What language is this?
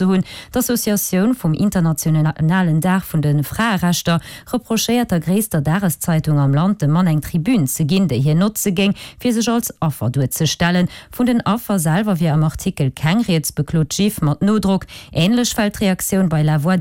Luxembourgish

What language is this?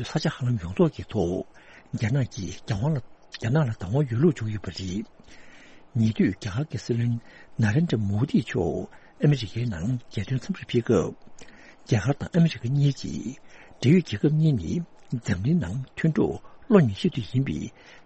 Tibetan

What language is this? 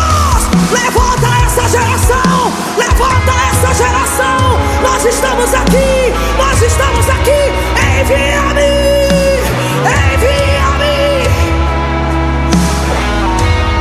Portuguese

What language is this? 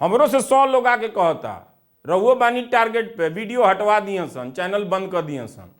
Bhojpuri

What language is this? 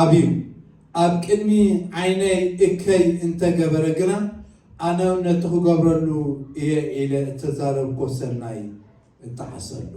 Tigrinya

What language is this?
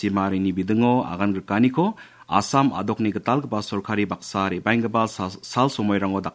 Garo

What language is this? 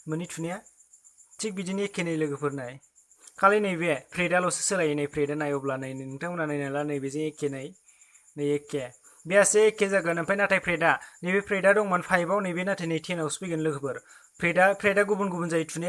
Bodo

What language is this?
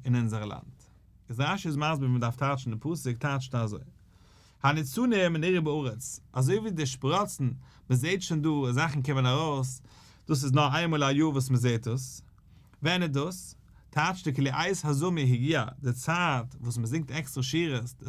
Yiddish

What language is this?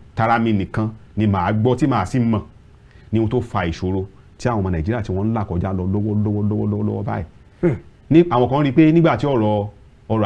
Yoruba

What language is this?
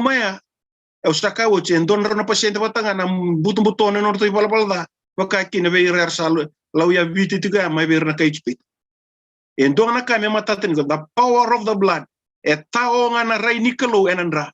Fijian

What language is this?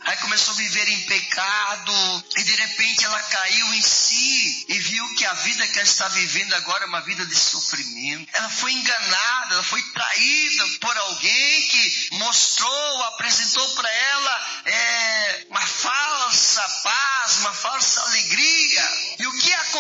Portuguese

